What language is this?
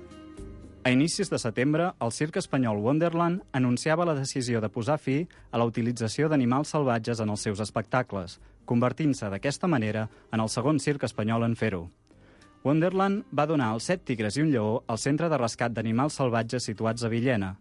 Catalan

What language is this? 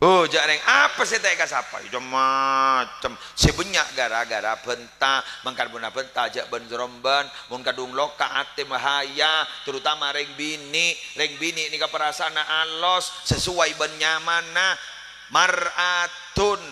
Madurese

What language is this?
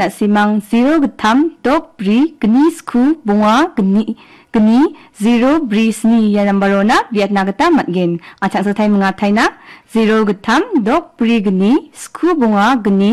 Garo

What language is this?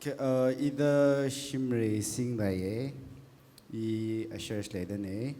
Tangkhul Naga (India)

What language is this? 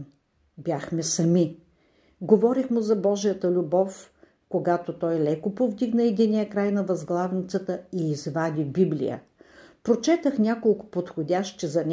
Bulgarian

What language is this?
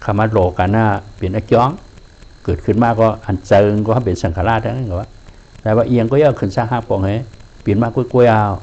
Shan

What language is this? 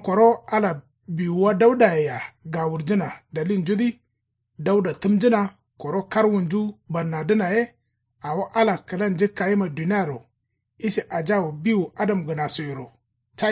Kanuri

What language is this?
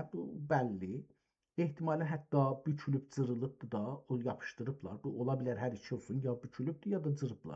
South Azerbaijani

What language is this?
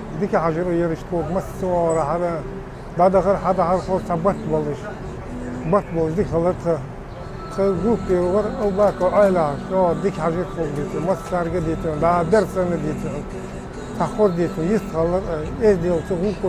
Ingush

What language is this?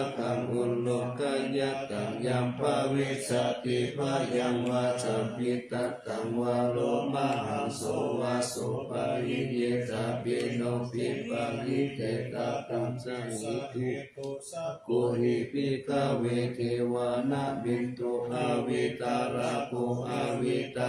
Pali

